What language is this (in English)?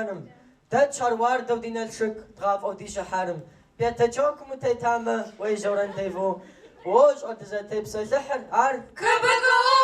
Kabardian